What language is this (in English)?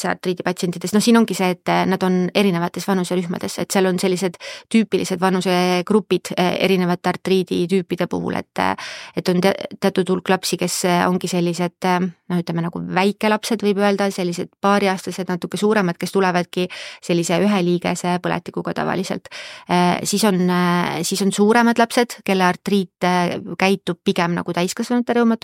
Estonian